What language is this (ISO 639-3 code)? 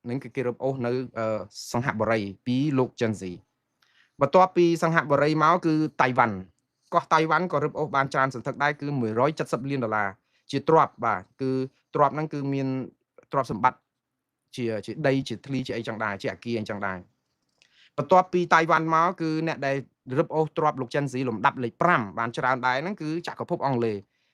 khm